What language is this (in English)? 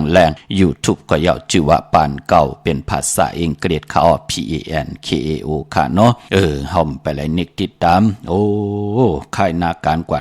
Shan